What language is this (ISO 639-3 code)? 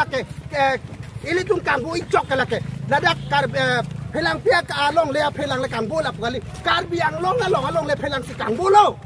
mjw